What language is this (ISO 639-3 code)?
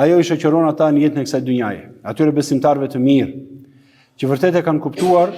sqi